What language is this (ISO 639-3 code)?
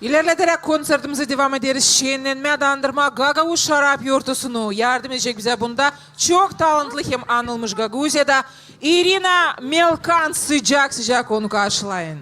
gag